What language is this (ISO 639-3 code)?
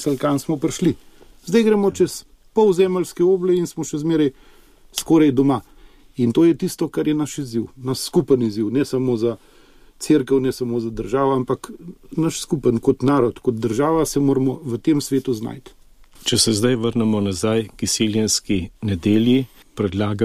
slv